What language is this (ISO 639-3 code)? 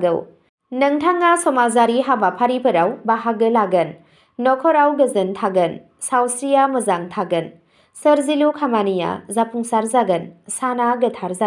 brx